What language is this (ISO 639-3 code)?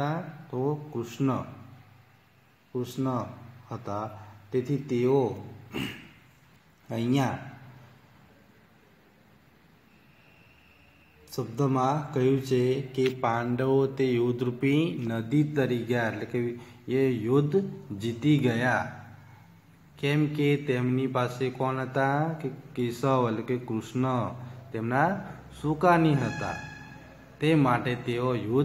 guj